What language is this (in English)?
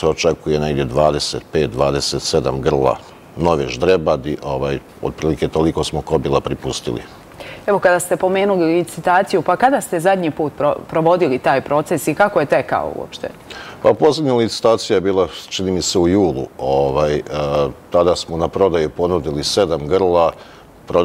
Bosnian